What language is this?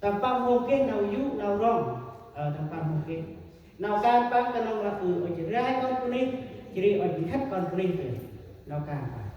Central Mnong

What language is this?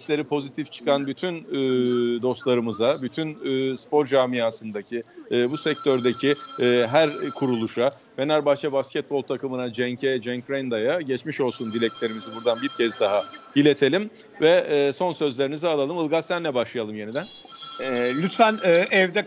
Turkish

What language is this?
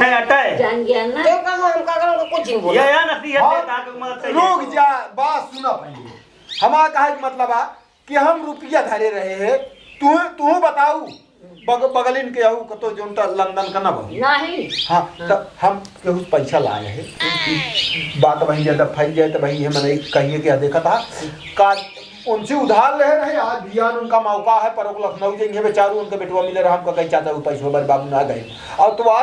Awadhi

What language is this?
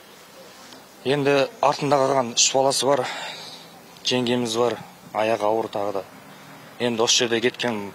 Kazakh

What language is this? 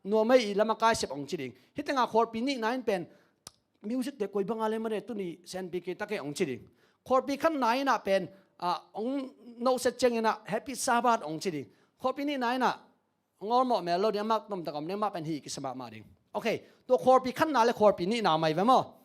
Tedim Chin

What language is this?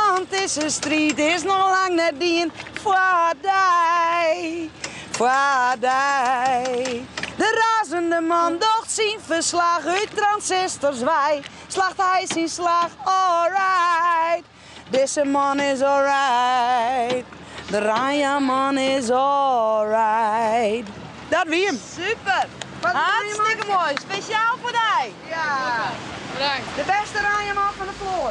Western Frisian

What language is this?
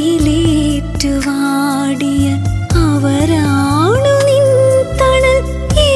Malayalam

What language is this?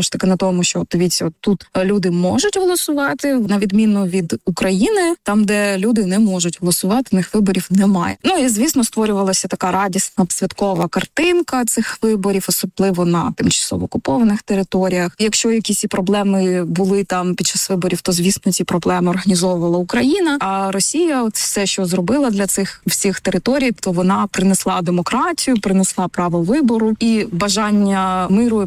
Ukrainian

